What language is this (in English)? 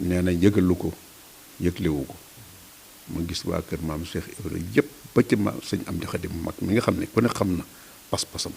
Wolof